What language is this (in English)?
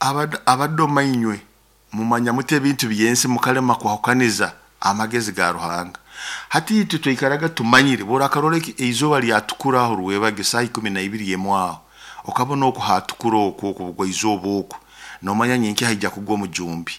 Nyoro